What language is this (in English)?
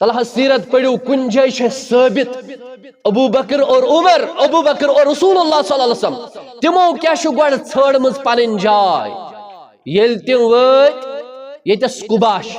Kashmiri